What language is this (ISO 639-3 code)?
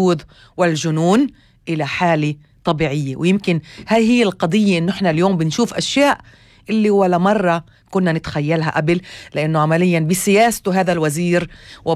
apc